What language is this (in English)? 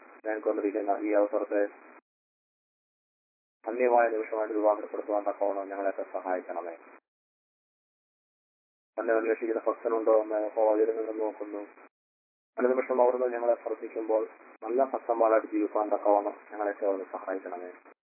Malayalam